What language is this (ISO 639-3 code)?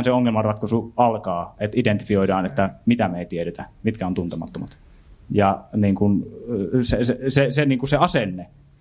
fin